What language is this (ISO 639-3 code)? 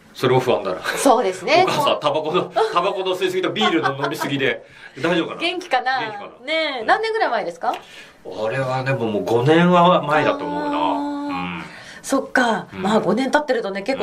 jpn